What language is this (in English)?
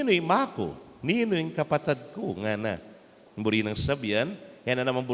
Pampanga